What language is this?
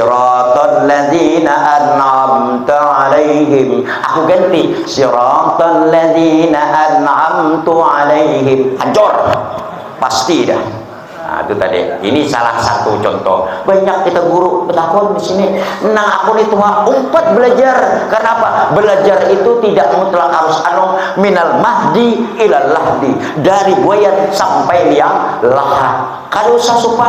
Banjar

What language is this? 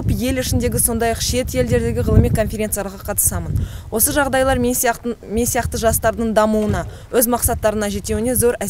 Kazakh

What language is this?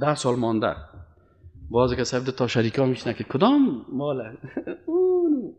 Persian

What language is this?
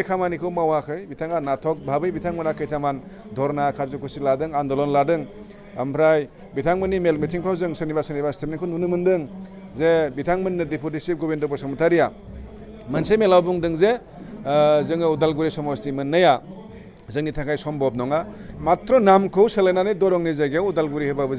Bodo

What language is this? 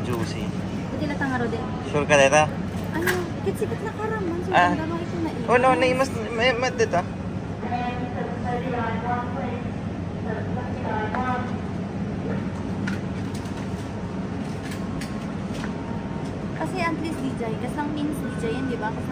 Filipino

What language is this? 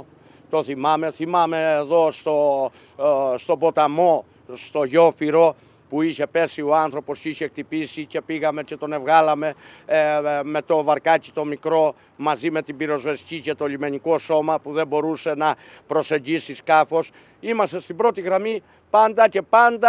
Greek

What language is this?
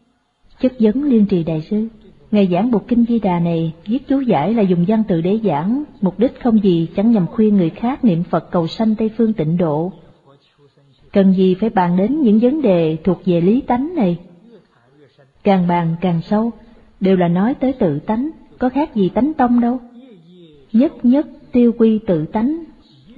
Vietnamese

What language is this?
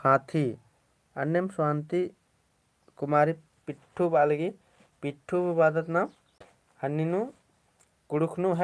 Kurukh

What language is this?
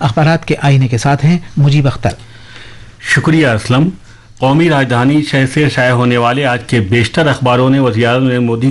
Urdu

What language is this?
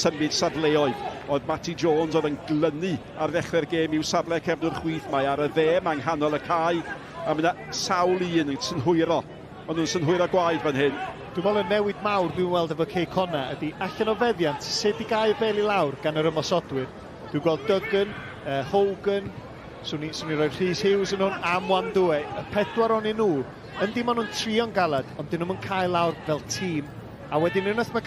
Welsh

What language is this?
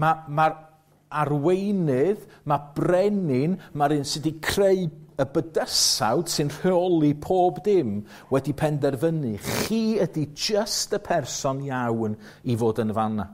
Welsh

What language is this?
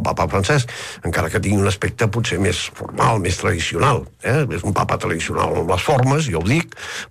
Catalan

